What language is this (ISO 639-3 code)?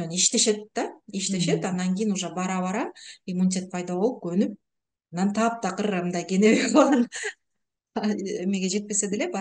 kir